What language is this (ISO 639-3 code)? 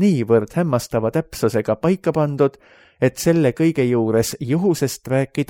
est